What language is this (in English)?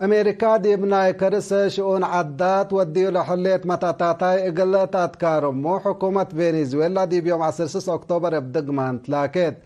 Tigre